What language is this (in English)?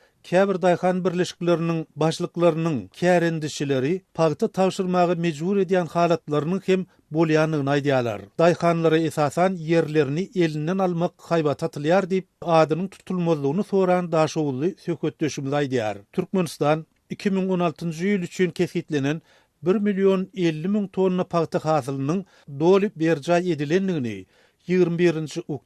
Turkmen